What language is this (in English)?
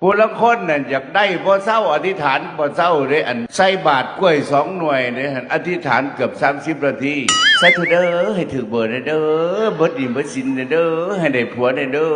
Northeastern Thai